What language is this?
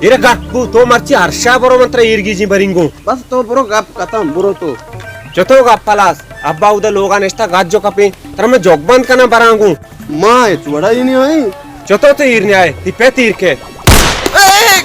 Baluchi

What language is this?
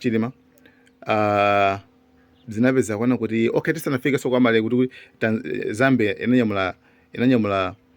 Nyanja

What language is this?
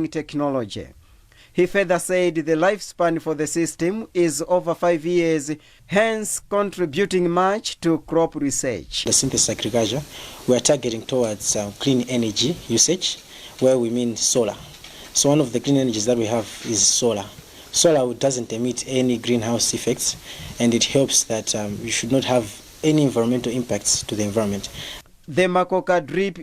English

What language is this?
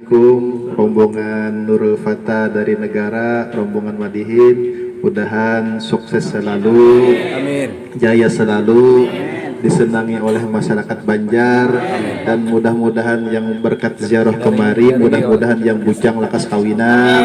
Banjar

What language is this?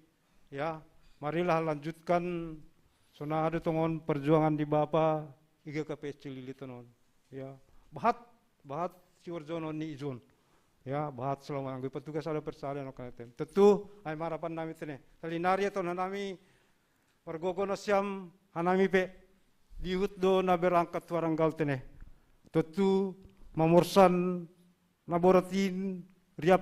Batak Simalungun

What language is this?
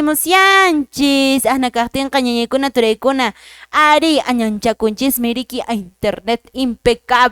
Quechua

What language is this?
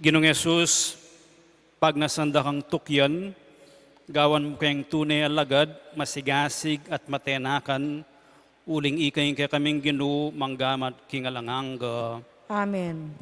Pampanga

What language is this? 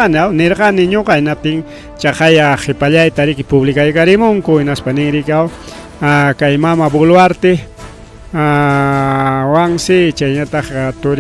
Ayacucho Quechua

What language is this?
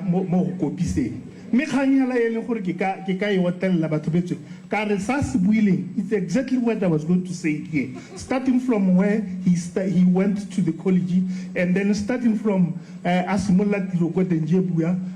Tswana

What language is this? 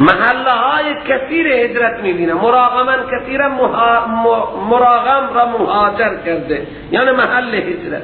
Persian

